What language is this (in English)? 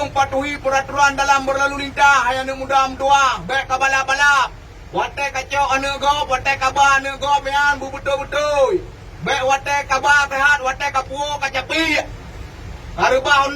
Achinese